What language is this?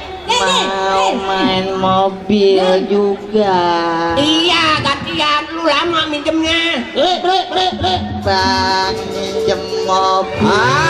Betawi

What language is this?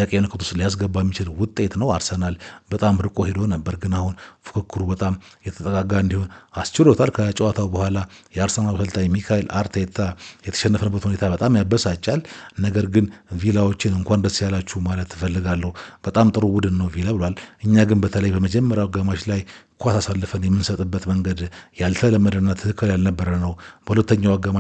Amharic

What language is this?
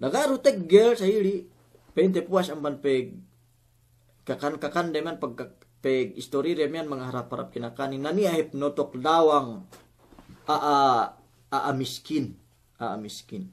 Yakan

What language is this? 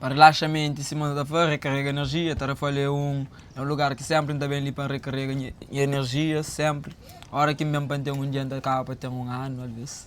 Kabuverdianu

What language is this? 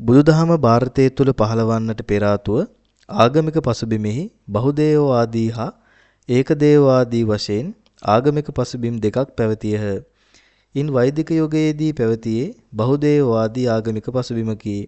Sinhala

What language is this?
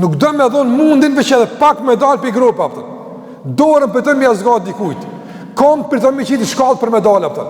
Albanian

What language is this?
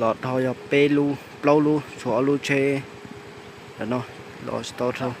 Hmong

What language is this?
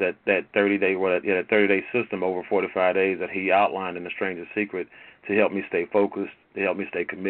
English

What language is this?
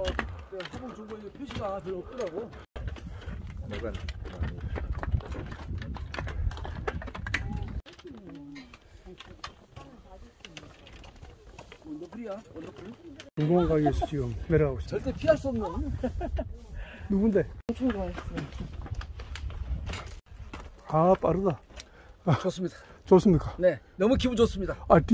Korean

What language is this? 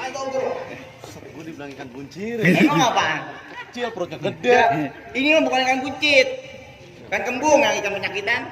Betawi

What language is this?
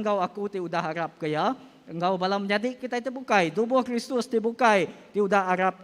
Iban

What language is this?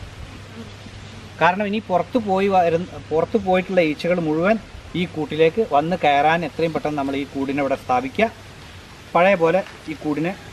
Malayalam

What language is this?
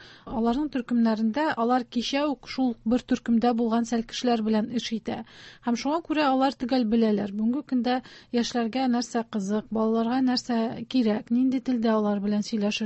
Tatar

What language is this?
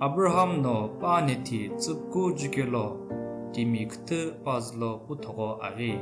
Sumi Naga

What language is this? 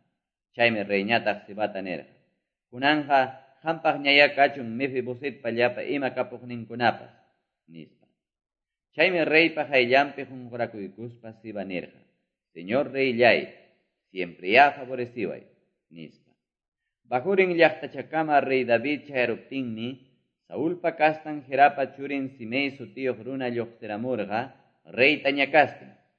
Quechua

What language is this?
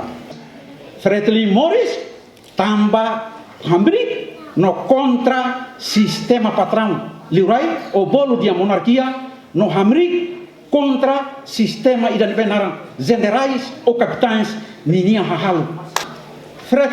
Tetum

